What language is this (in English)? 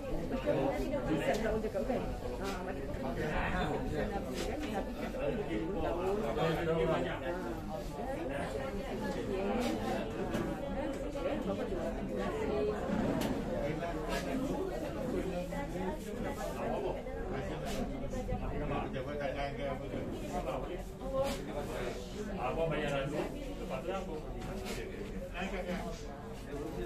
Malay